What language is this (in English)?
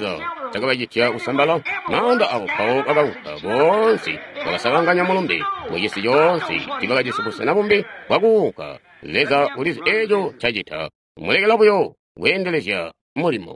Tonga (Zambia)